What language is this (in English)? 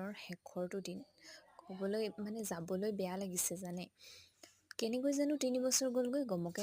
Assamese